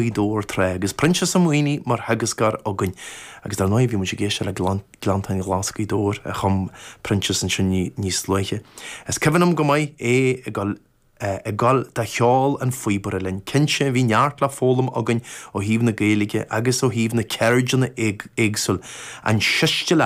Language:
Irish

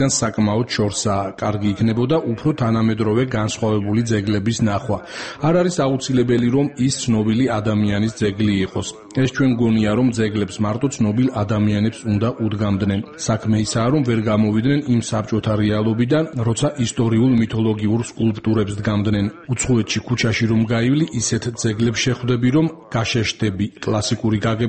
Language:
Georgian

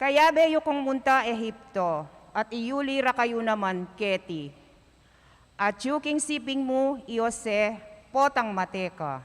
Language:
Pampanga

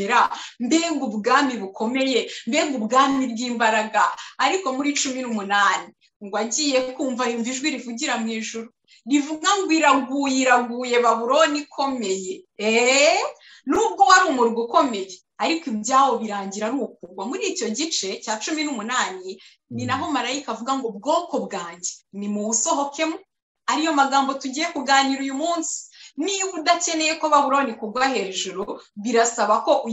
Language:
Kinyarwanda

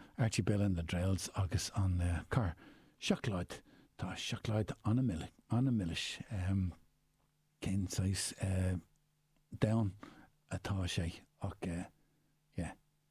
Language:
Irish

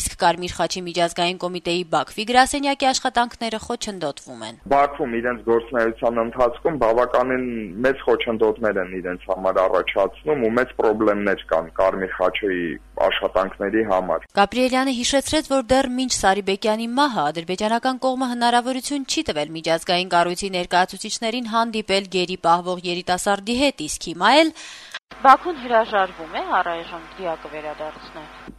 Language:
Armenian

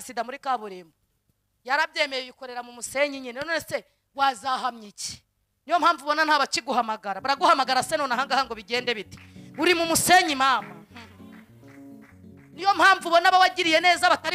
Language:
Kinyarwanda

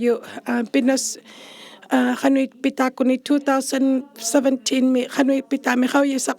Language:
Inuktitut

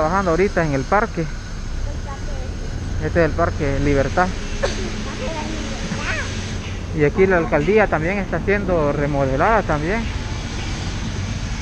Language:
Spanish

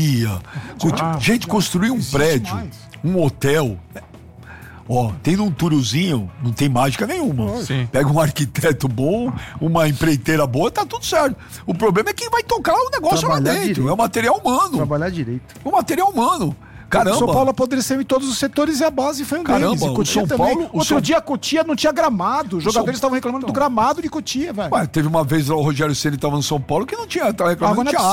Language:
Portuguese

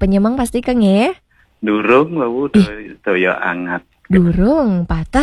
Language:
Balinese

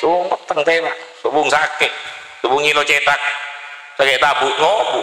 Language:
Madurese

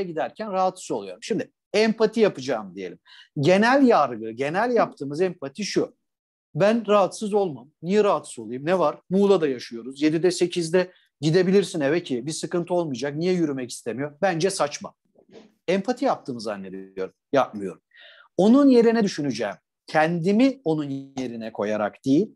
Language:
Turkish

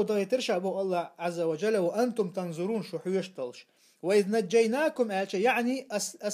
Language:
Chechen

